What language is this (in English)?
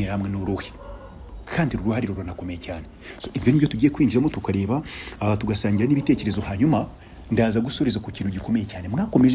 Kinyarwanda